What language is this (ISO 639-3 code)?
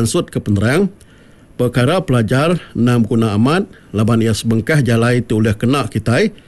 iba